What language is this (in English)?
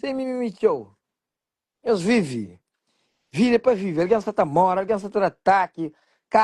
Kabuverdianu